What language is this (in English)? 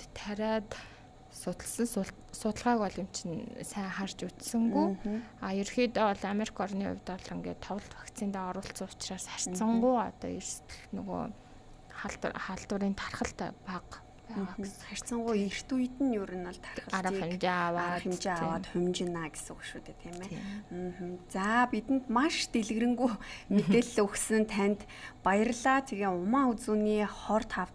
Mongolian